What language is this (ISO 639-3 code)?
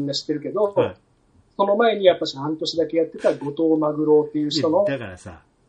jpn